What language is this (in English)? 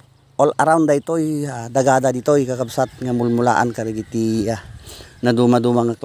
Iloko